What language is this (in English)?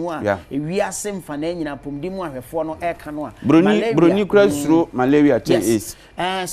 Akan